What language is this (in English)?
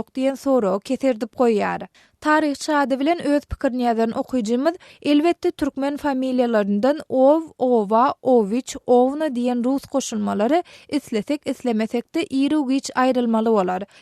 Turkmen